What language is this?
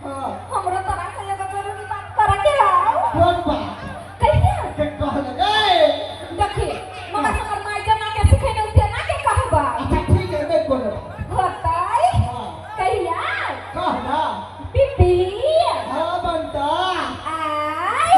Maithili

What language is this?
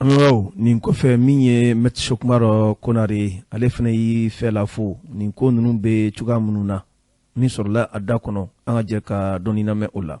Bambara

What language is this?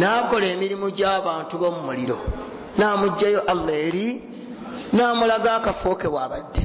Ganda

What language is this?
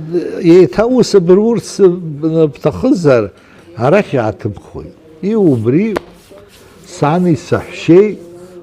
Abkhazian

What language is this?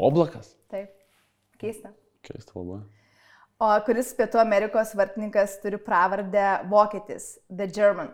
Lithuanian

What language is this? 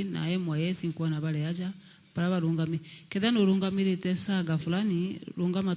Meru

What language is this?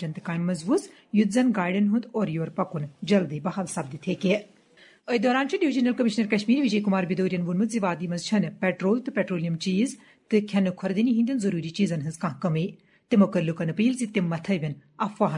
Kashmiri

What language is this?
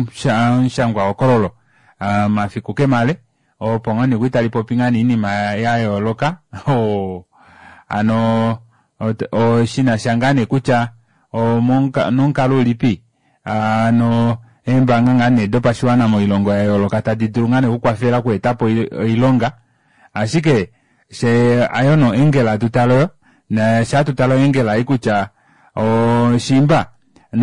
Kuanyama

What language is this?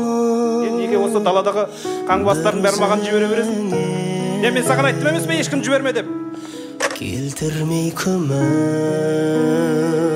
Kazakh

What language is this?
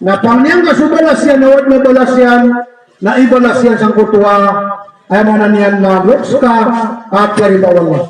Maranao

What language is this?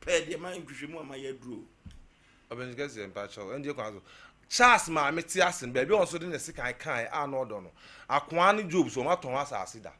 Akan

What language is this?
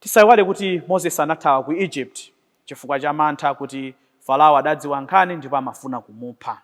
Nyanja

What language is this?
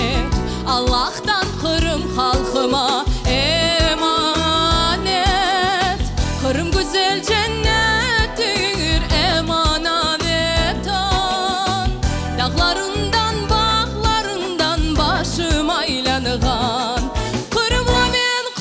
Crimean Tatar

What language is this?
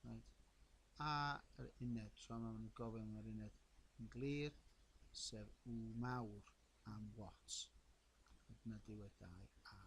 Welsh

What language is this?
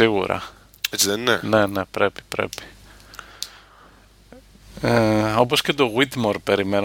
Greek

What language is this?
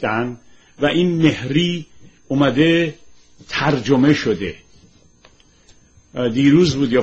Persian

